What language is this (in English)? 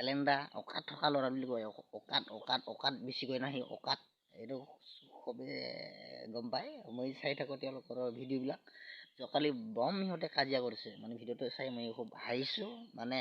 Assamese